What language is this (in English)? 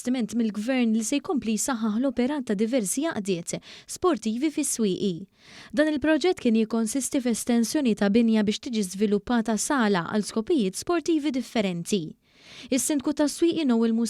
Maltese